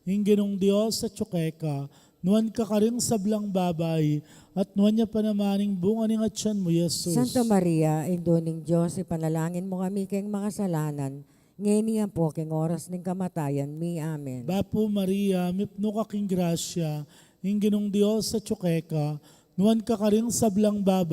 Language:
Pampanga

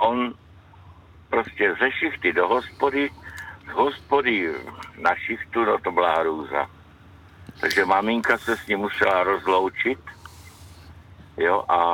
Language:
Czech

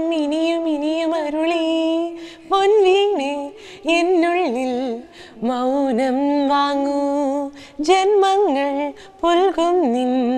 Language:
Malayalam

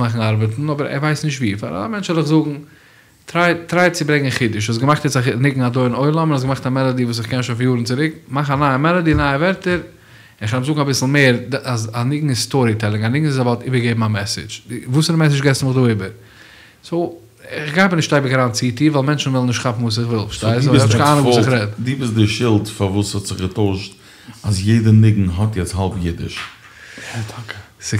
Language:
Yiddish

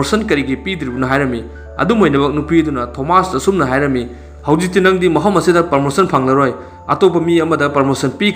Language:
Manipuri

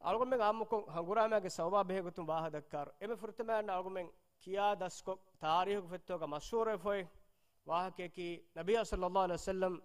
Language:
Divehi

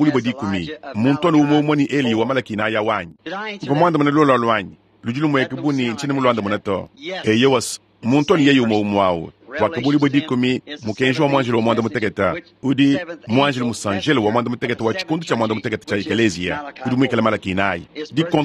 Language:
Luba-Lulua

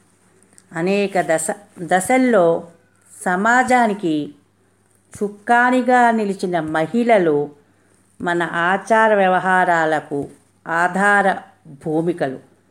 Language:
Telugu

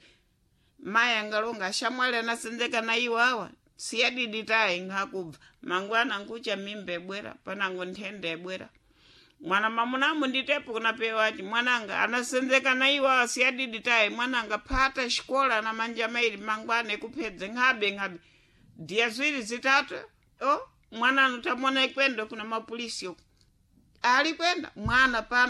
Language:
Sena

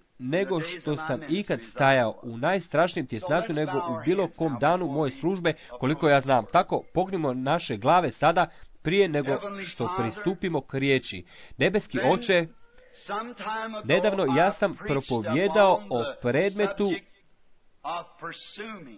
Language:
Croatian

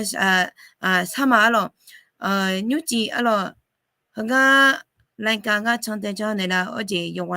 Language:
Akha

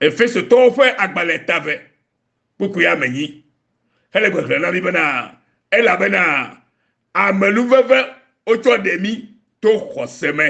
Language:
Ewe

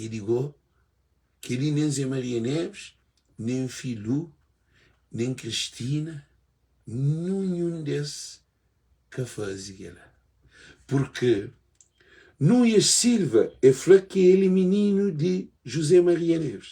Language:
Kabuverdianu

